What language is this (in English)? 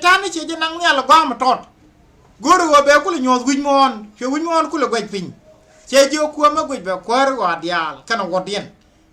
Nuer